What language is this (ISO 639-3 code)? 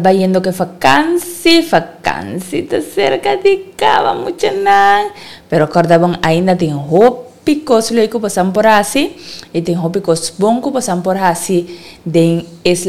pap